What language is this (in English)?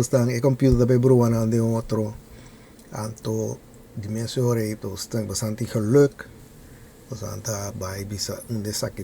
Papiamento